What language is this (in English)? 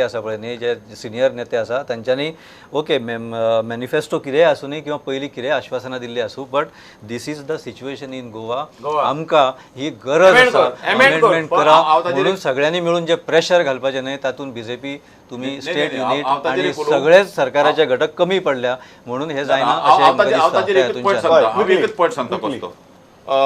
Konkani